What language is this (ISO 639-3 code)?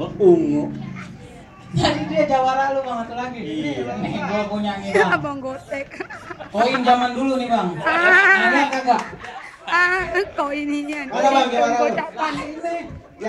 bew